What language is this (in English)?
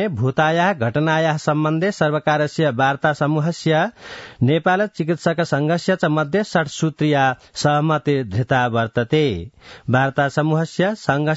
Sanskrit